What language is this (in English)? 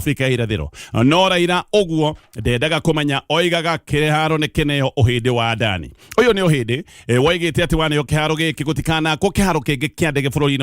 Kikuyu